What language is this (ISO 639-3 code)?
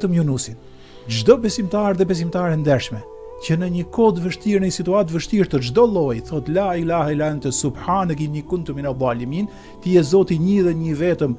sqi